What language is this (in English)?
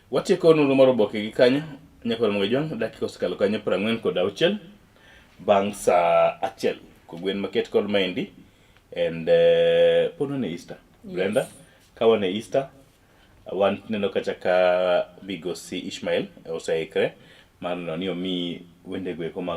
Luo (Kenya and Tanzania)